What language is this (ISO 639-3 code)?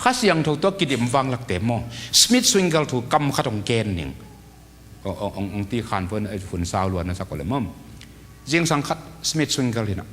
ctd